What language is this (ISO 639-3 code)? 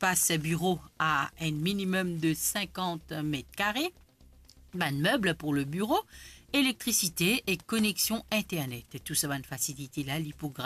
mfe